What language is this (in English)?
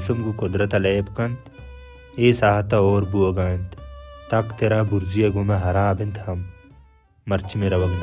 Baluchi